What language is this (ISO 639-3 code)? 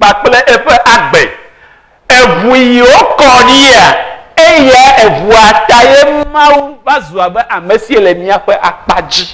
ewe